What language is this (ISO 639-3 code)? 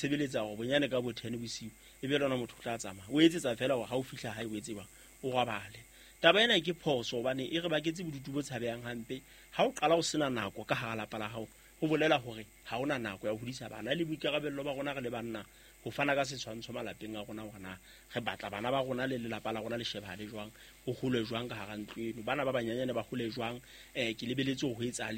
sot